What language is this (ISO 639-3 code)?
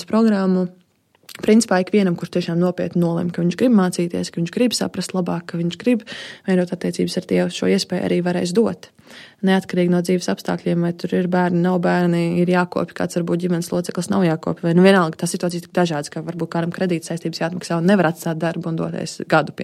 lav